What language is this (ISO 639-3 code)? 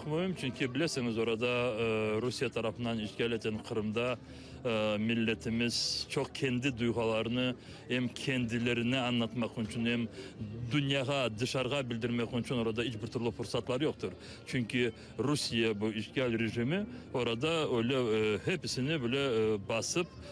crh